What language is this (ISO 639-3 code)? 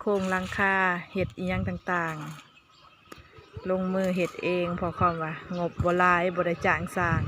lao